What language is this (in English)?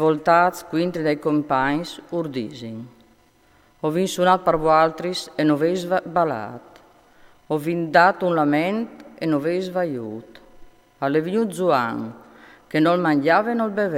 Friulian